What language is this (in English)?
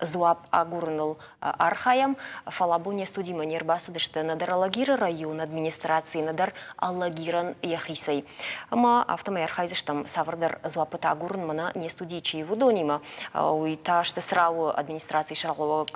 Ossetic